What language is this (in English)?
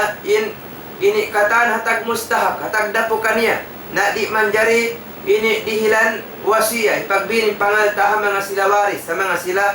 Tausug